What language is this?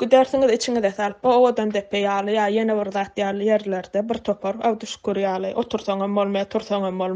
Turkmen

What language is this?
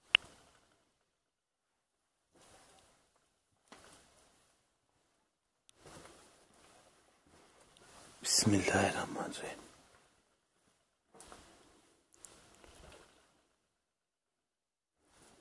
Turkish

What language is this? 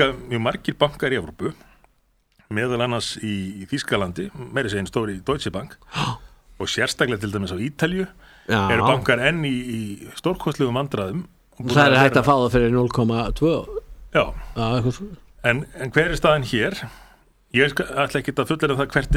Icelandic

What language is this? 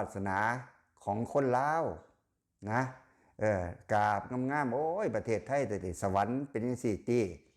Lao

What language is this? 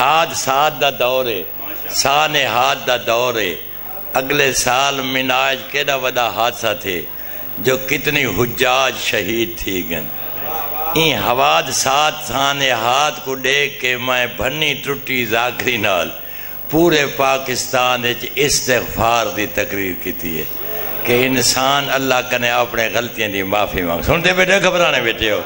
Saraiki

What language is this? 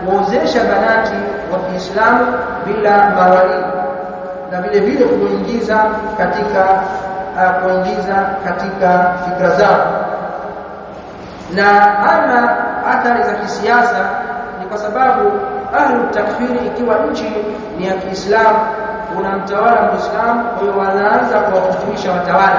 Swahili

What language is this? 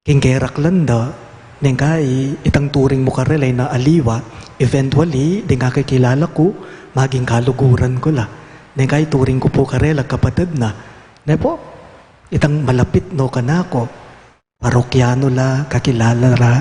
Pampanga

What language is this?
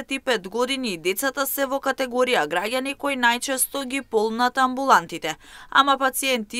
Macedonian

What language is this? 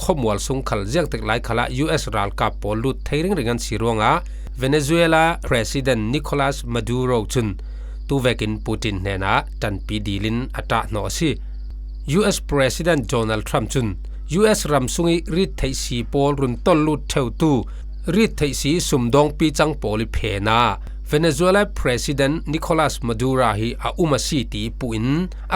Falam Chin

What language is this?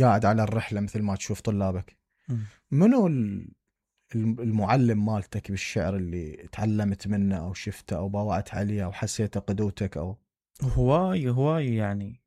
Mesopotamian Arabic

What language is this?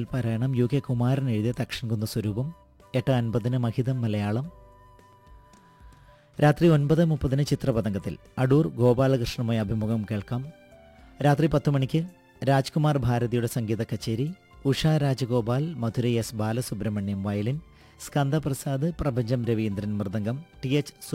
Malayalam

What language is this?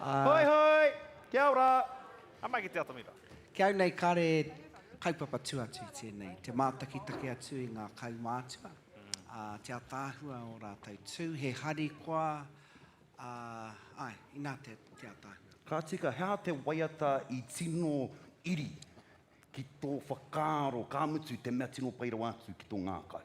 Māori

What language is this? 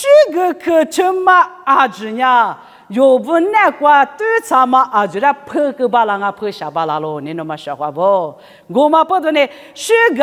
Lisu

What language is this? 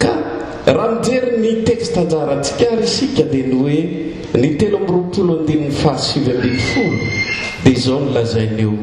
Malagasy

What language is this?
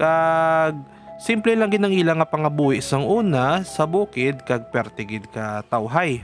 Hiligaynon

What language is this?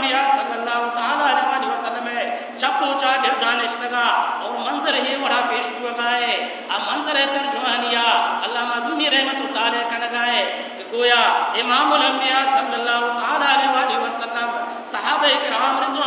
Baluchi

